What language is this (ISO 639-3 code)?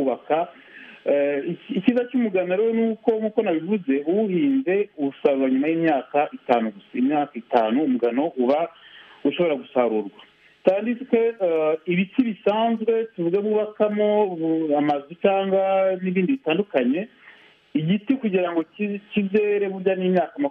kin